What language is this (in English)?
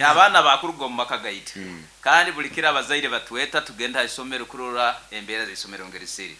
Nyankole